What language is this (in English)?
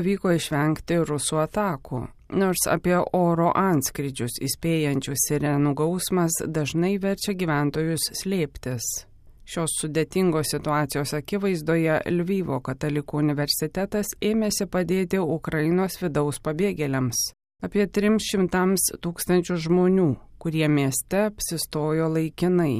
Lithuanian